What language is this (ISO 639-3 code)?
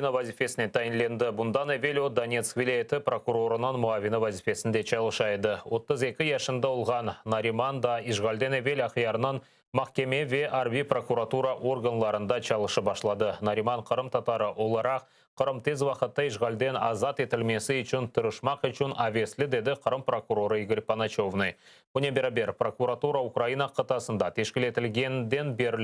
crh